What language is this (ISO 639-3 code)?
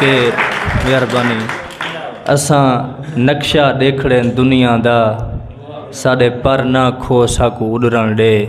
skr